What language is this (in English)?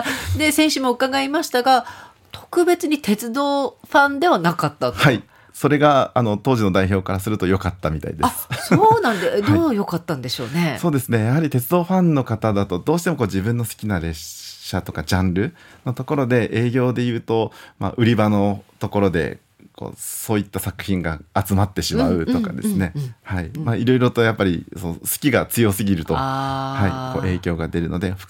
Japanese